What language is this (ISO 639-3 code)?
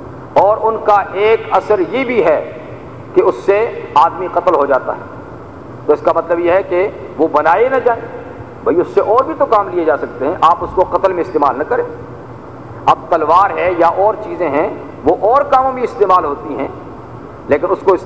urd